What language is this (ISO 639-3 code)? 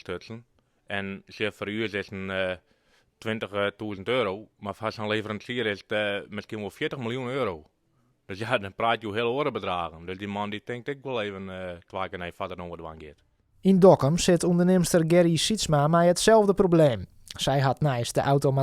fry